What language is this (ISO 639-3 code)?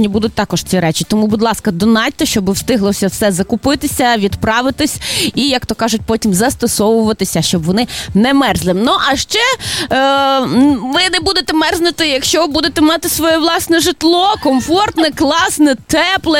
ukr